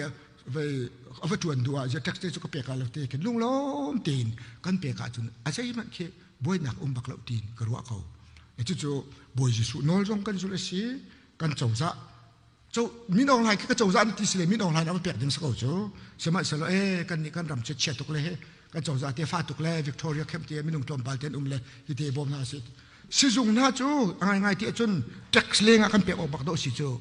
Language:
Hakha Chin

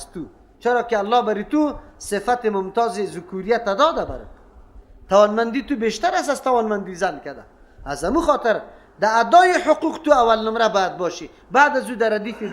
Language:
Persian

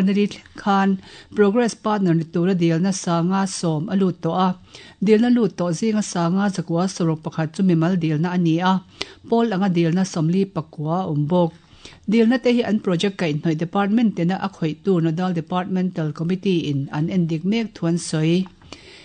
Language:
Mizo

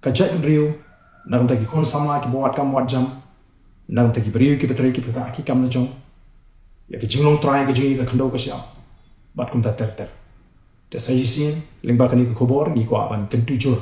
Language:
Khasi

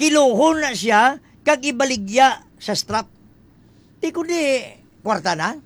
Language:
Hiligaynon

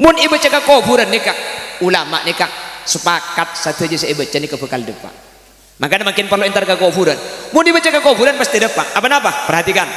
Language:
Madurese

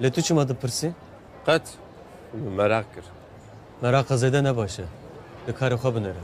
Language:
Kurdish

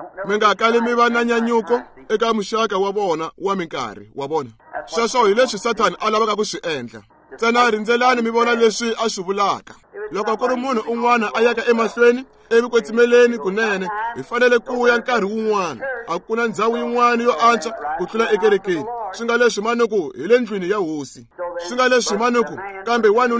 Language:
Tsonga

